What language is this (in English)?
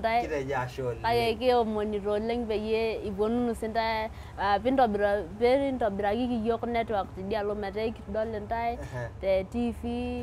Masai